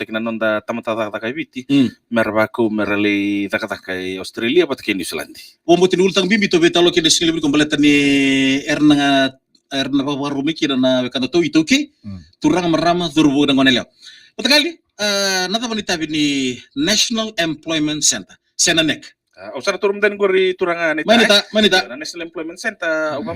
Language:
Fijian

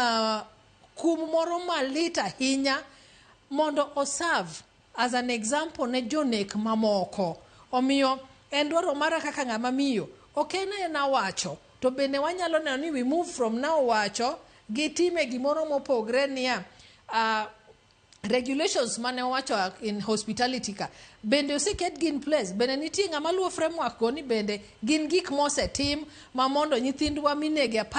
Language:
Luo (Kenya and Tanzania)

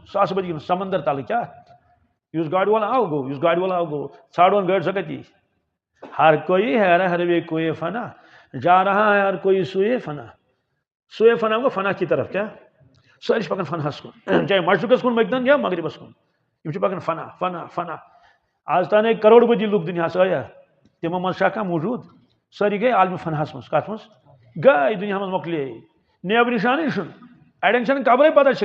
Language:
Kashmiri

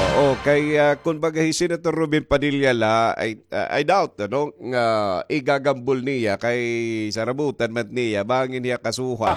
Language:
Waray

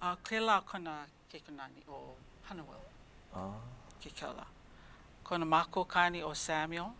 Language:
Hawaiian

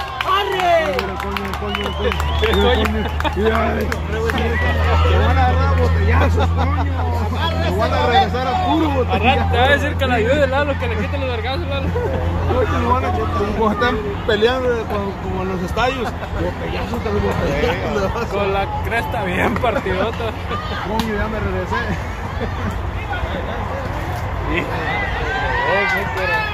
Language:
Spanish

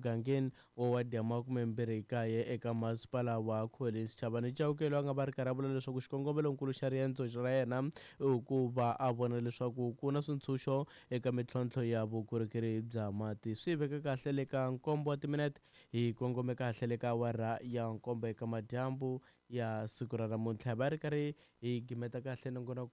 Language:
Tsonga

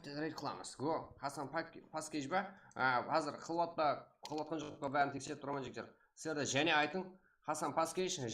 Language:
Kara-Kalpak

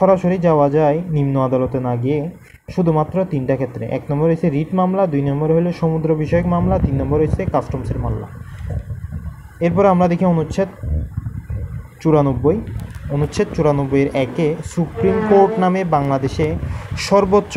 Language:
Bangla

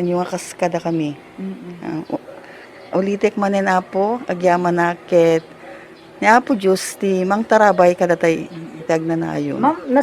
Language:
Iloko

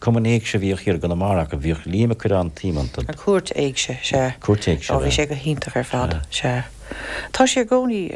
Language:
Irish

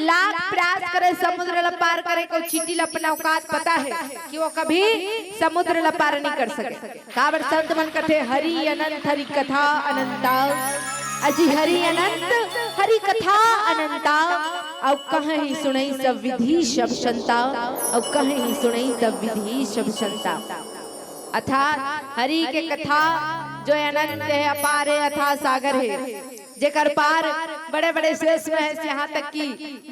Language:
Chhattisgarhi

